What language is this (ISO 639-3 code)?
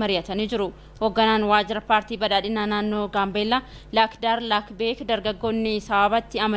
orm